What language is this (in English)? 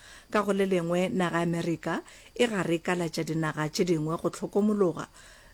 Northern Sotho